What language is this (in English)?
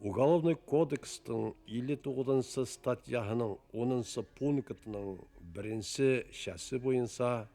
Bashkir